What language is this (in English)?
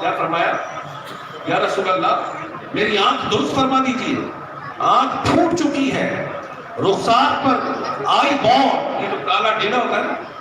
Saraiki